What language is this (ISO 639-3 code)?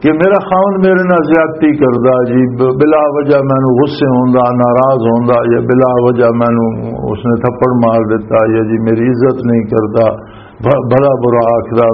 lah